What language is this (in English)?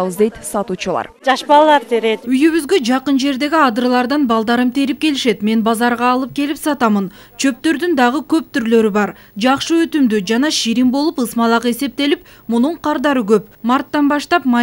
Kyrgyz